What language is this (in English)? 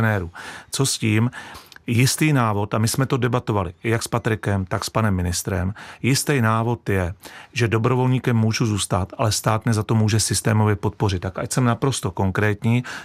Czech